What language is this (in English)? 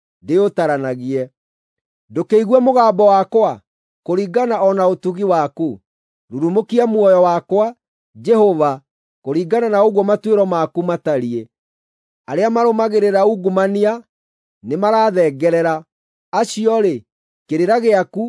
Kikuyu